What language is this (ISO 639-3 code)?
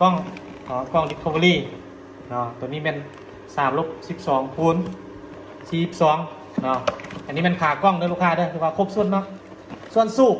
lao